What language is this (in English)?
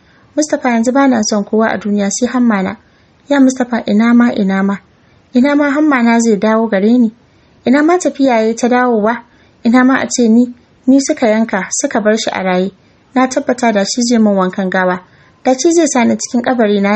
Hausa